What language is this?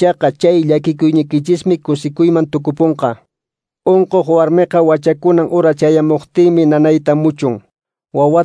Quechua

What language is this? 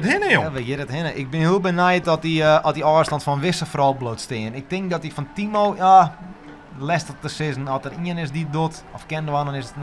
Western Frisian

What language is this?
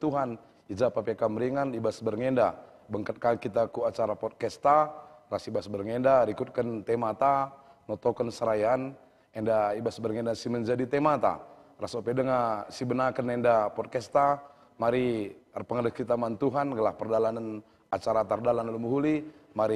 Batak Karo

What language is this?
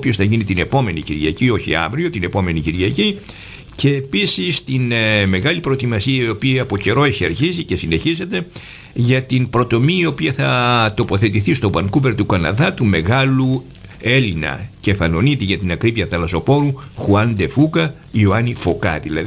Greek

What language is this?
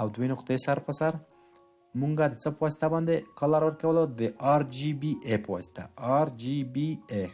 Pashto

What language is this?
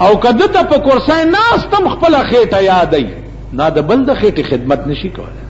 Pashto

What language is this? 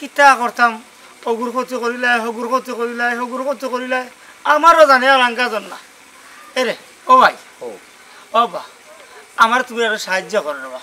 Sylheti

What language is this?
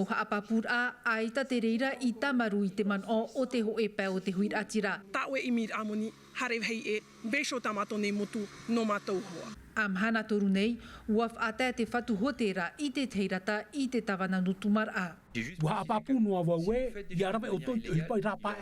Tahitian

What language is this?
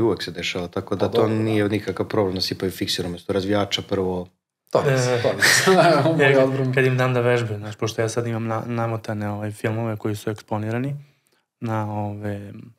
Serbian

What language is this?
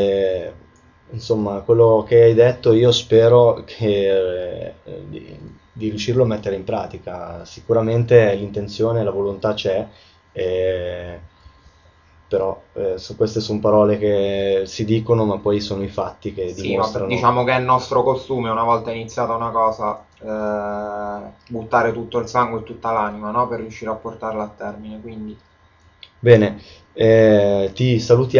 Italian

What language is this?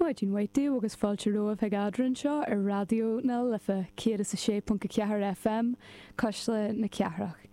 Irish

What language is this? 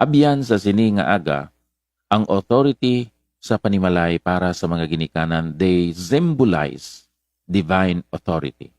Hiligaynon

